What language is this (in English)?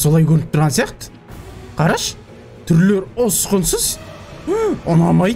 Kazakh